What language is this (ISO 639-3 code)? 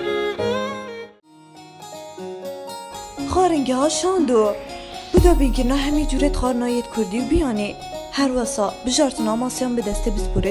kur